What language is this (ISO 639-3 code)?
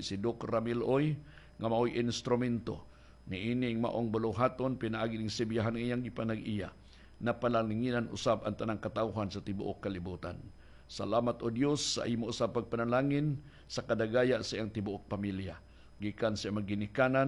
ceb